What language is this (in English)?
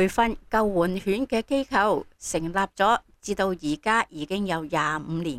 Cantonese